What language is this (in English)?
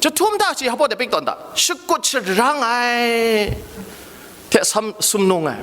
Kachin